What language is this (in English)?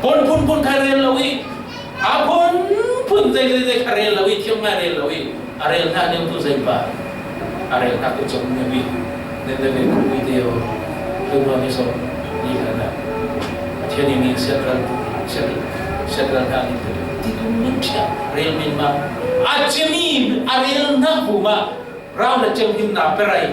Falam Chin